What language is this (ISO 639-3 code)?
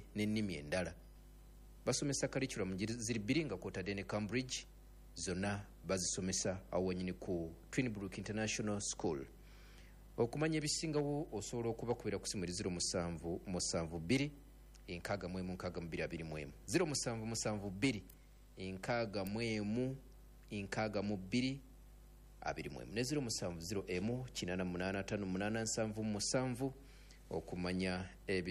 lug